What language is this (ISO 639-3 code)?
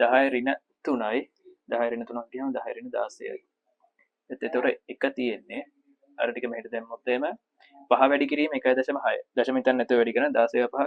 sin